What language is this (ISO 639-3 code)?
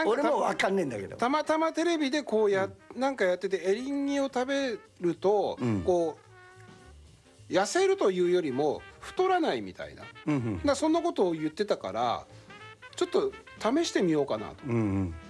jpn